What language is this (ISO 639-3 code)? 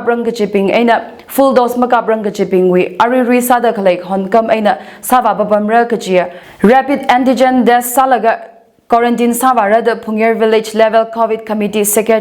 nmf